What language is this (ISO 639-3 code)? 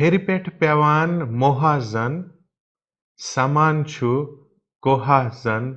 kas